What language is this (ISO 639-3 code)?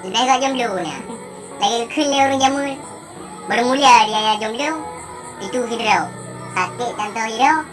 ace